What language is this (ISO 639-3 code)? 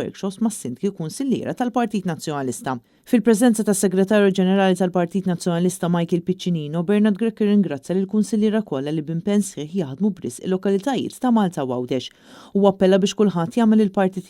mlt